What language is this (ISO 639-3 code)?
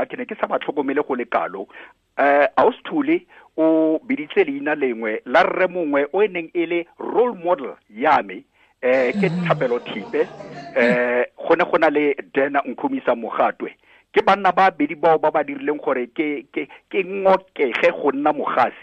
tsn